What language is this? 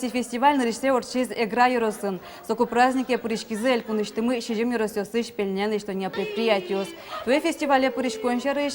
Udmurt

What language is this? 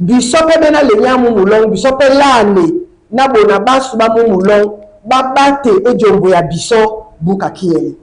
Duala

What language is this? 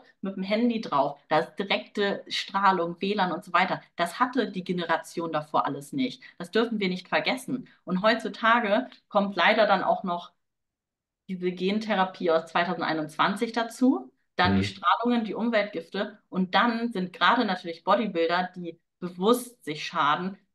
German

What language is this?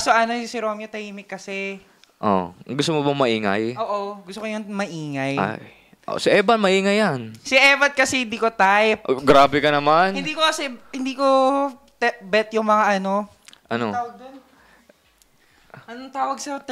Filipino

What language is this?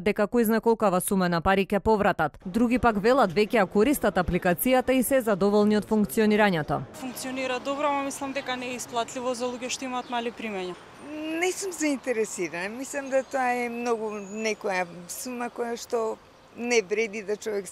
Macedonian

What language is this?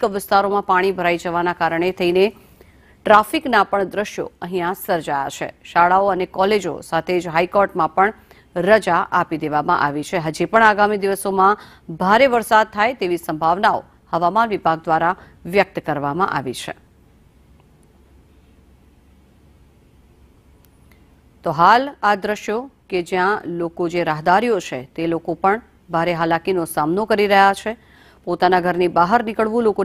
Gujarati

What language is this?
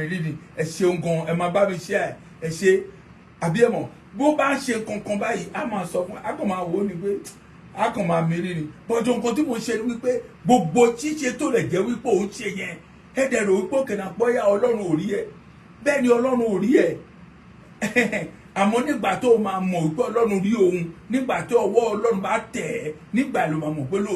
Yoruba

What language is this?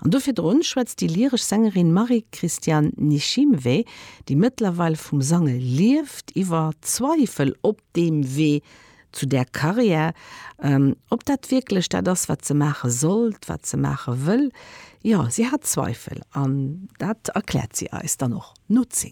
Luxembourgish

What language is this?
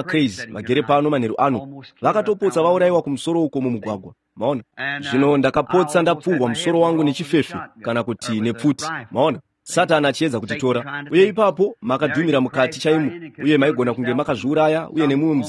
Shona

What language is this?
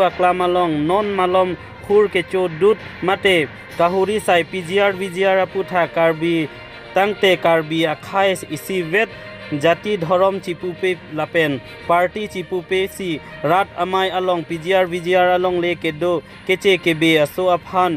Karbi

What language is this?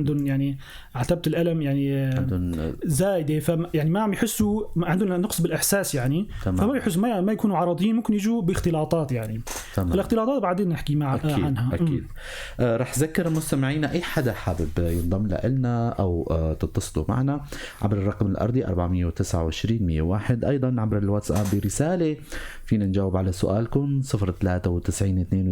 North Levantine Arabic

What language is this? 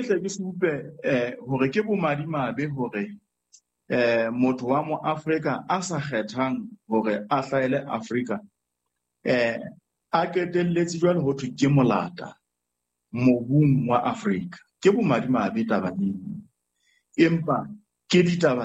Southern Sotho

